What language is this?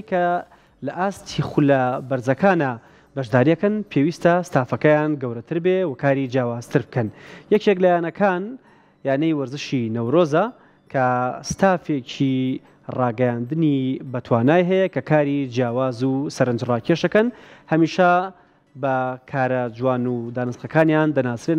Central Kurdish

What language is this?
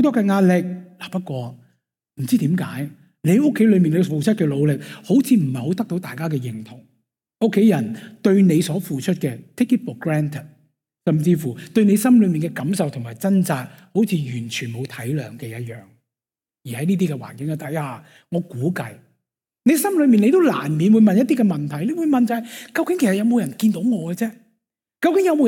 Cantonese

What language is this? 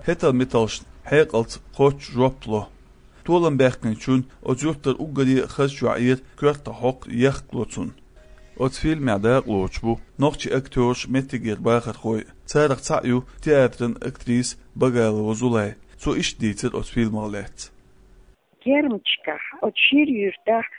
Chechen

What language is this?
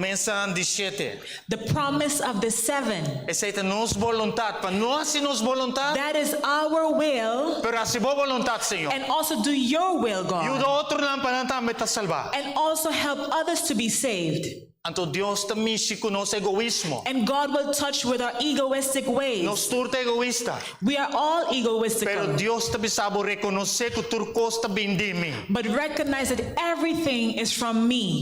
Papiamento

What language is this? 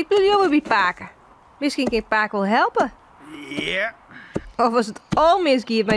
Western Frisian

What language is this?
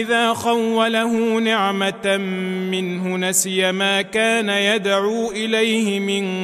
Arabic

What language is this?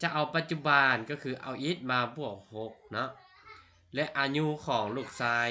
Lao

